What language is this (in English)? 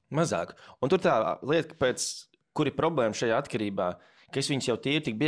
Latvian